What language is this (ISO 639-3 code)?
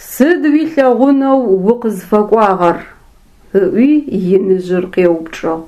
ady